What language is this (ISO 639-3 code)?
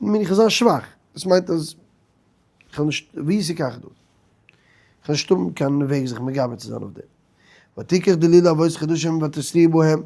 yid